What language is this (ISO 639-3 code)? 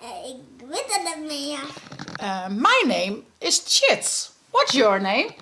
fry